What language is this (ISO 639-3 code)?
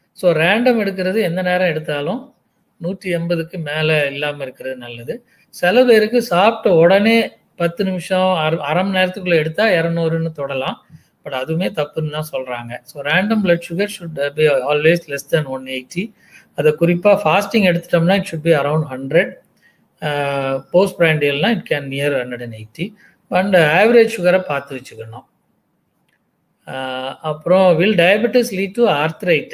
tam